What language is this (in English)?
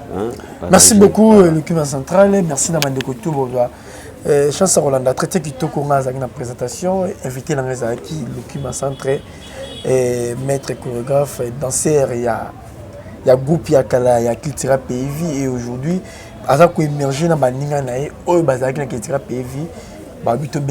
Lingala